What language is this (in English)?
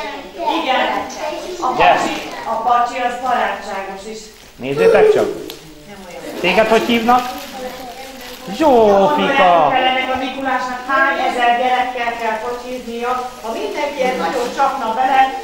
Hungarian